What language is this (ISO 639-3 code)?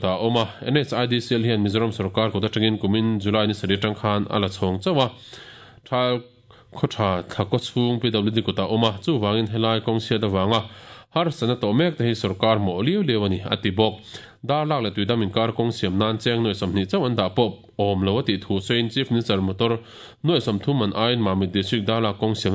lus